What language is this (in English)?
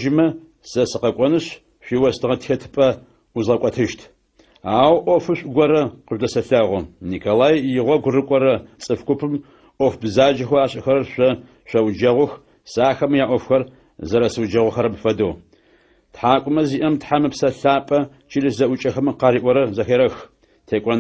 Adyghe